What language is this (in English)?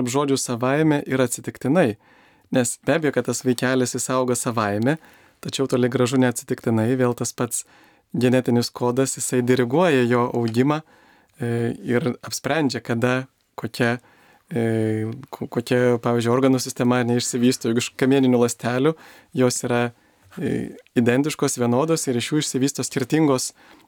Lithuanian